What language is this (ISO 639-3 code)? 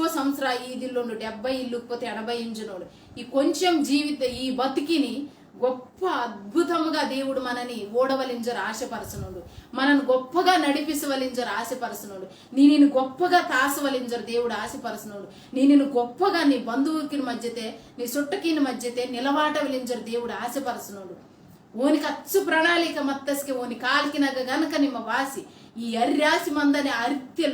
kff